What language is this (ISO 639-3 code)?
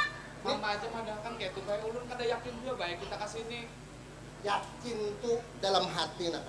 bjn